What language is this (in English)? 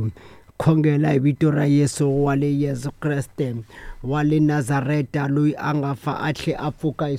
Tsonga